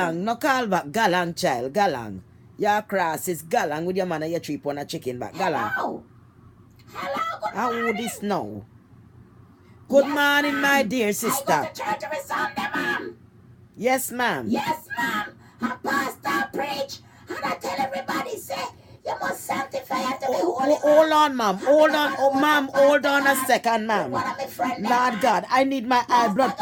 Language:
Jamaican Creole English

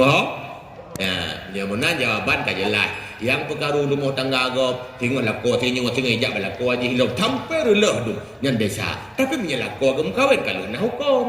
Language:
Achinese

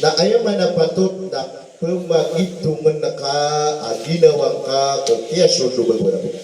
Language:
Maranao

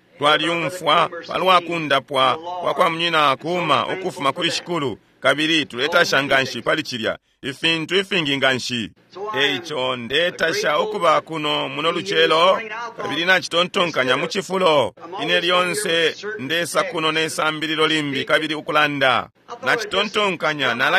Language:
Bemba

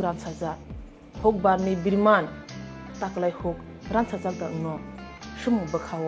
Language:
Kok Borok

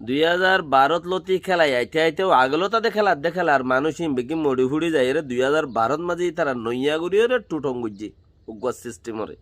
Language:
Rohingya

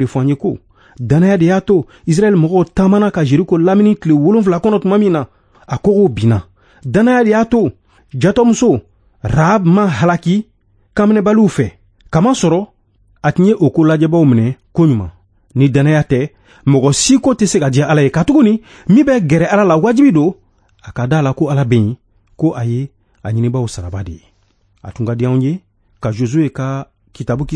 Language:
Bambara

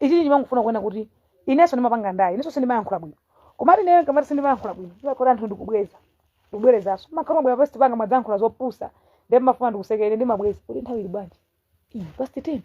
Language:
Nyanja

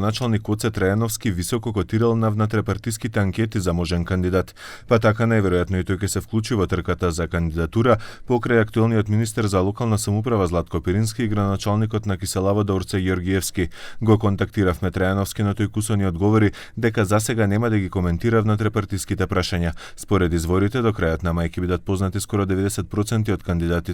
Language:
Macedonian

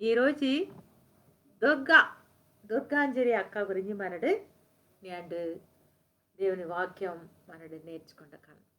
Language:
Koya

